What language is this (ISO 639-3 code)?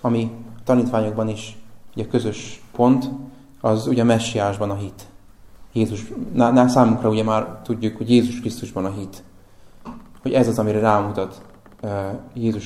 hun